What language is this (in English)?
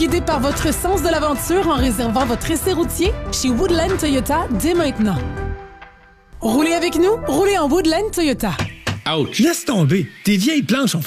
French